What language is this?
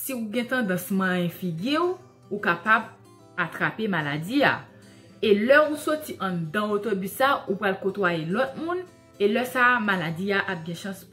Haitian Creole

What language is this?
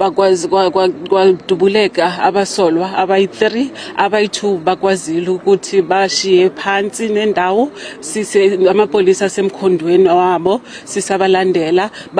Zulu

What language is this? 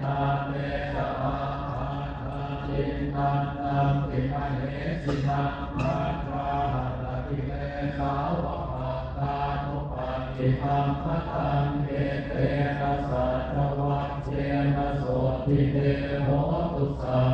Pali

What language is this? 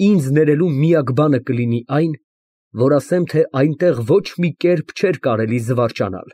Armenian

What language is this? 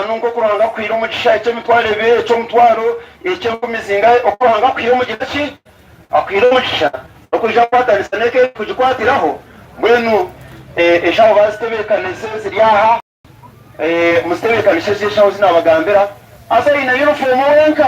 Nyankole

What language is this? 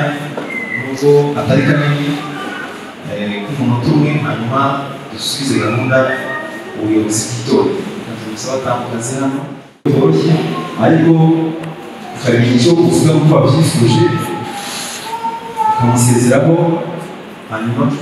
Kinyarwanda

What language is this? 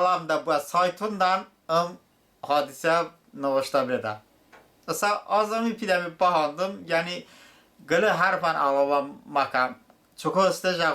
Talysh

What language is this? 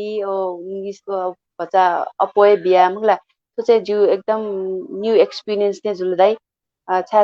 Newari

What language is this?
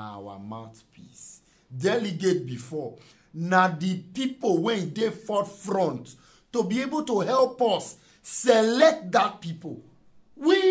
Nigerian Pidgin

